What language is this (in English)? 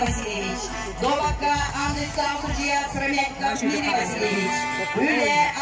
Yakut